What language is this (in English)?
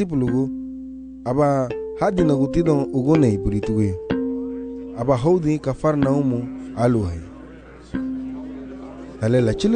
Garifuna